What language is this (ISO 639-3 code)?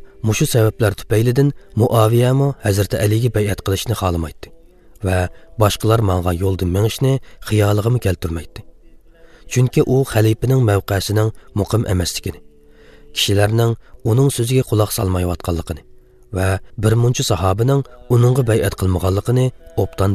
uig